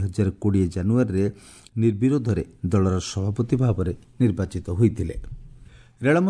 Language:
Odia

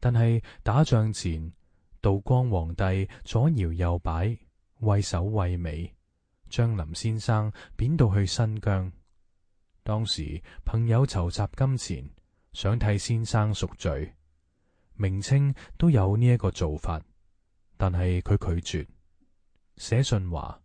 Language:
Cantonese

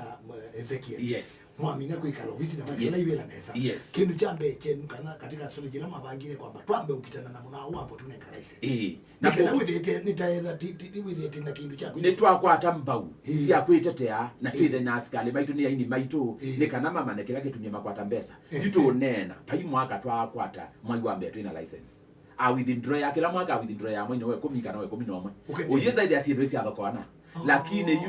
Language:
Kamba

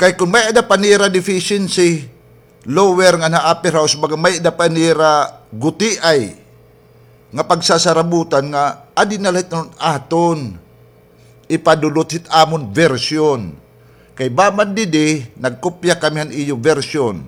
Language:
Waray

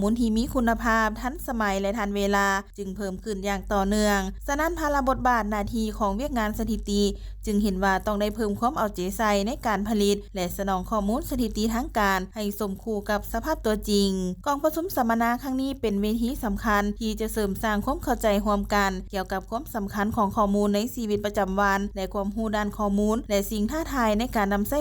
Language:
Lao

